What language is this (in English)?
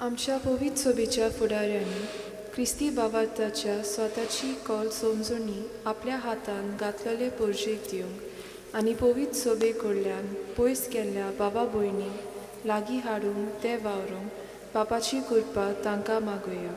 Konkani